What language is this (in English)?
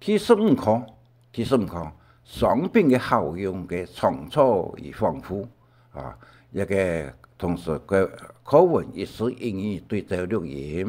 Hakka Chinese